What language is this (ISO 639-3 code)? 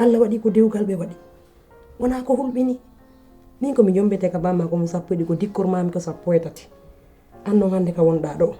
ful